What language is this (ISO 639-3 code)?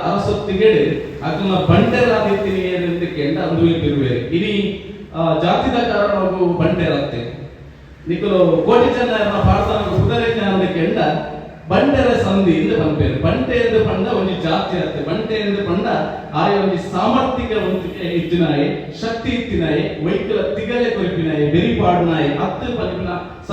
tcy